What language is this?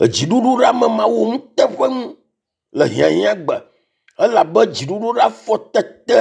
Ewe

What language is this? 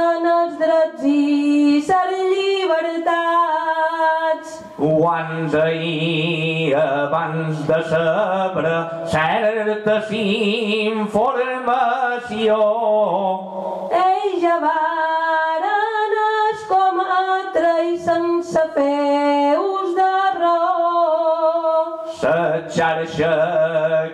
Catalan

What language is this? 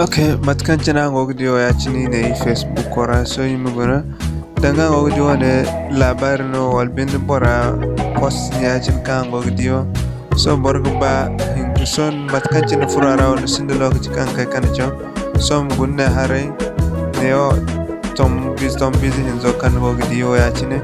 Zarma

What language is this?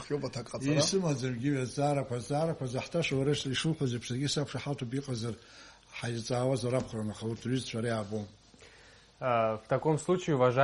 Abkhazian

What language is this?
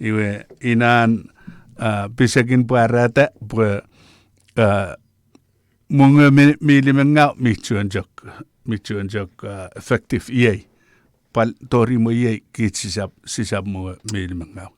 Chuukese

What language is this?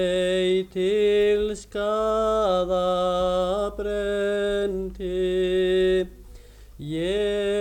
Icelandic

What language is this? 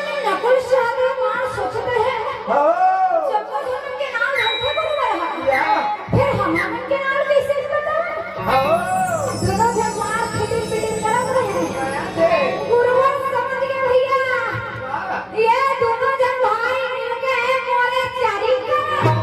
Chhattisgarhi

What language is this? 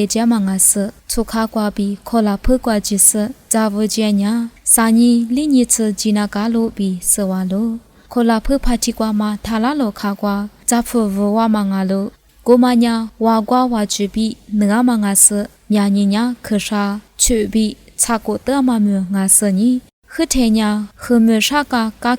Lisu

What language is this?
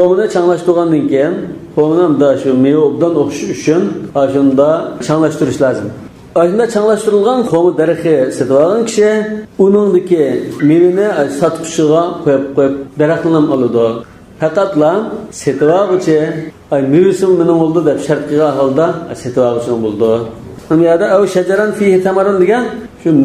Uyghur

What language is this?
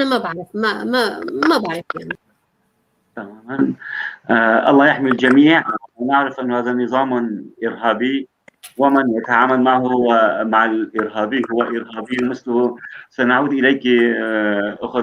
North Levantine Arabic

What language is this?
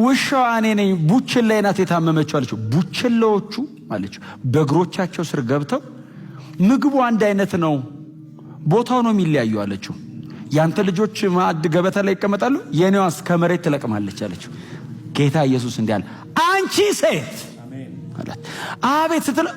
Amharic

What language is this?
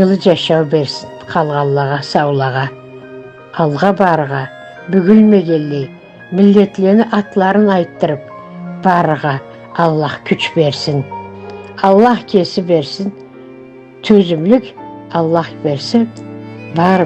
Karachay-Balkar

